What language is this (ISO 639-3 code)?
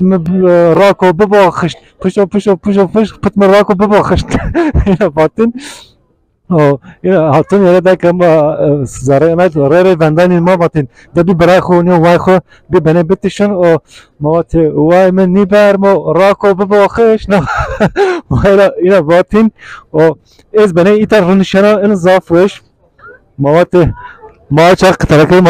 zza